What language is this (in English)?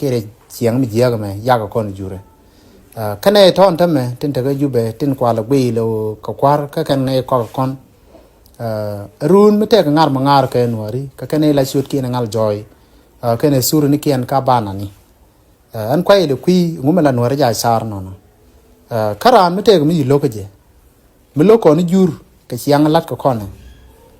Nuer